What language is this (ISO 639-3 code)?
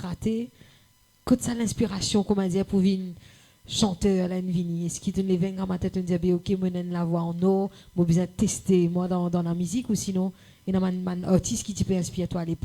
mfe